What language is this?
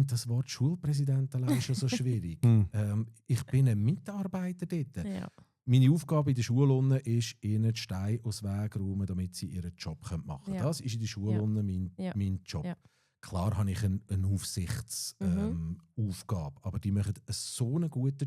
Swiss German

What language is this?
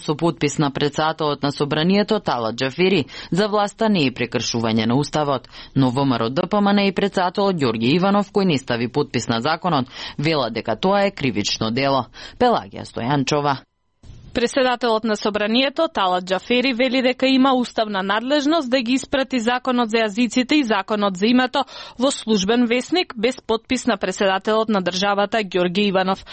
Macedonian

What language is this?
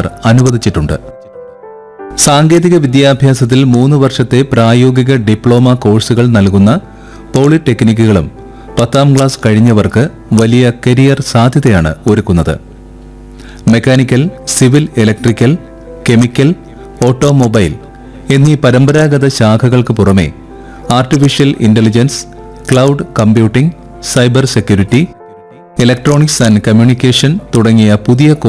Malayalam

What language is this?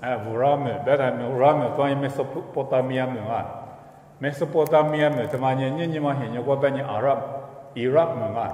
Lisu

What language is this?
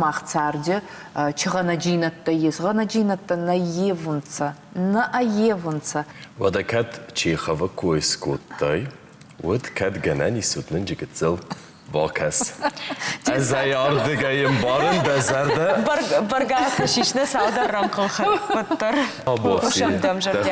Ossetic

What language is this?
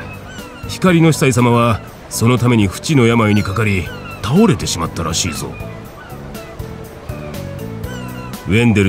Japanese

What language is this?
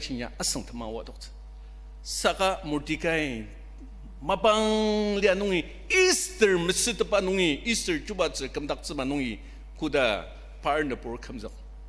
Ao Naga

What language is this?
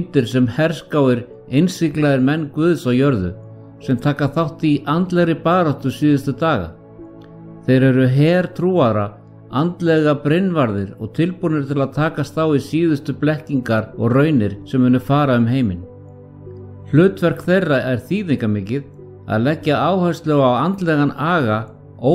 Icelandic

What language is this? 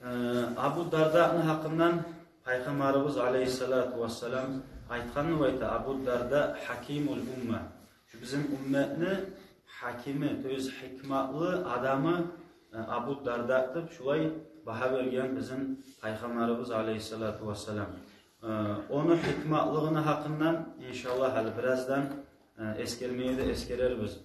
Kumyk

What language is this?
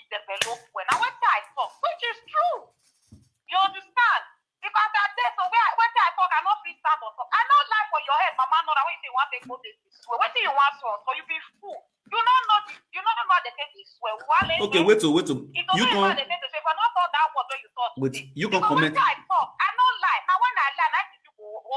Nigerian Pidgin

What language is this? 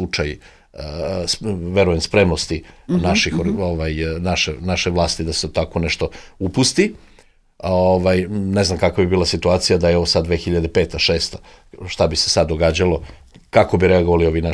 Serbian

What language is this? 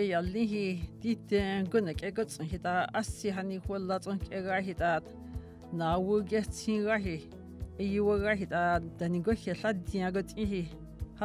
Dogrib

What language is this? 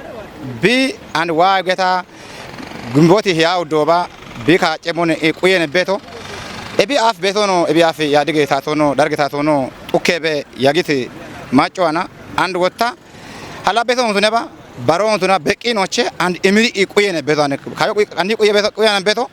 Kafa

